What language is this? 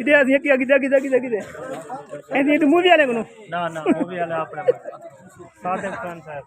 Saraiki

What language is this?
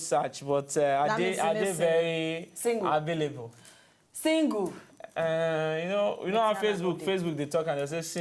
Nigerian Pidgin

